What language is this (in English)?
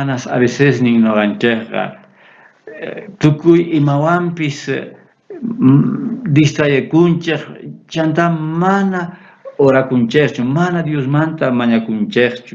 South Bolivian Quechua